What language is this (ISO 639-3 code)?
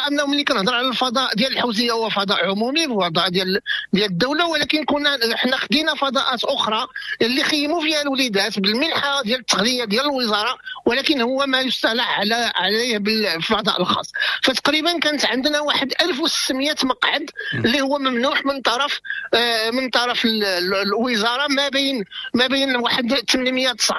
ary